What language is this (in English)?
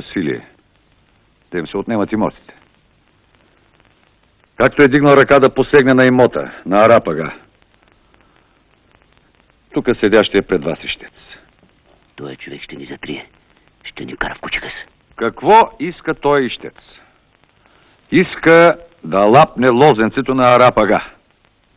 Bulgarian